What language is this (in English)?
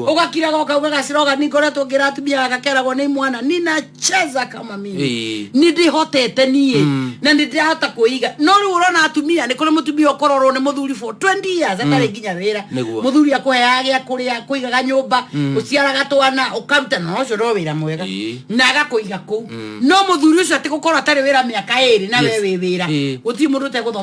Kikuyu